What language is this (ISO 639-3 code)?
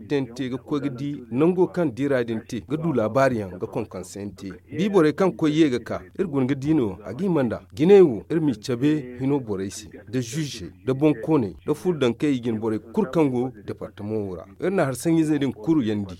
dje